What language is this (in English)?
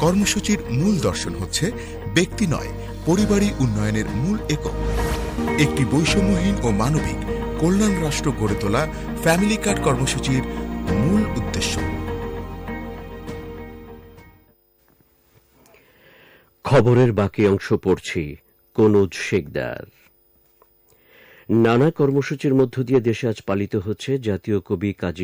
Bangla